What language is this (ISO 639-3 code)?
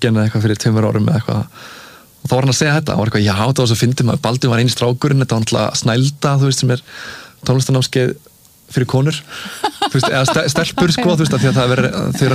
isl